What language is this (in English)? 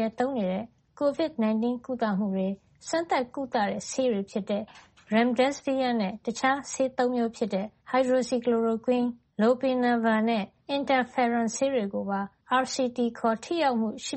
Burmese